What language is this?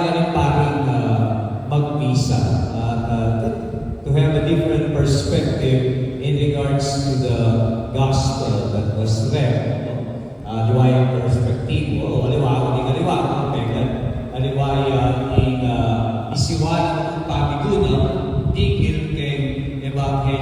Pampanga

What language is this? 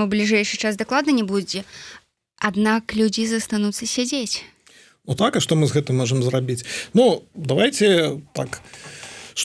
Belarusian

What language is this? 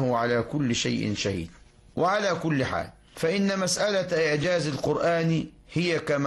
Arabic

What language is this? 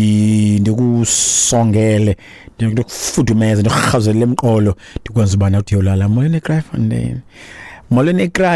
Xhosa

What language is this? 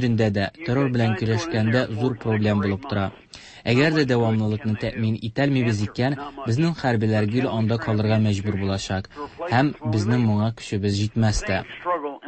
Tatar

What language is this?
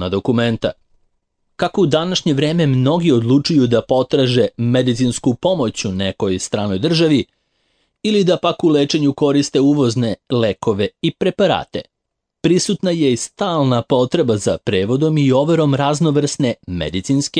Serbian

